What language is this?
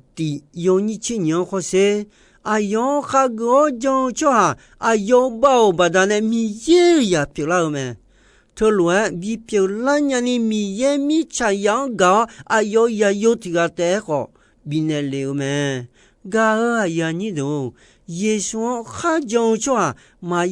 Akha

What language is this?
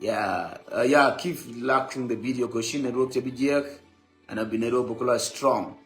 Nuer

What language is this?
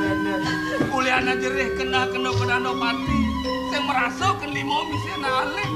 Balinese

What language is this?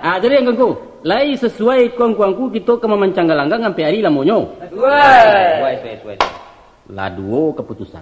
Minangkabau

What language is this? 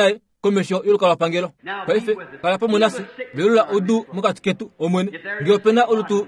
Kuanyama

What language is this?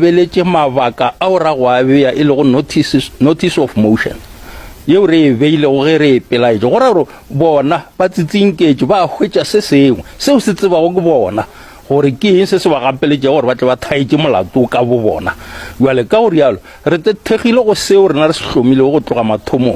Northern Sotho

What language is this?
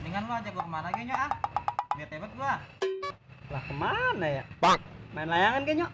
Betawi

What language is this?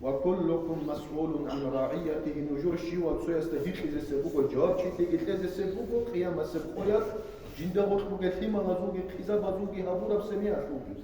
Avaric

